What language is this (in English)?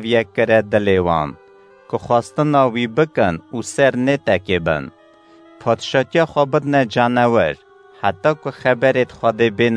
Kurdish